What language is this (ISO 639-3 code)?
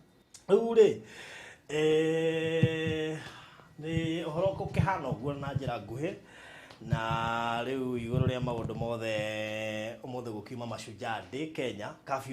kik